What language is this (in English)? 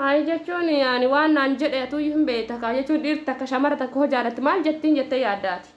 Oromo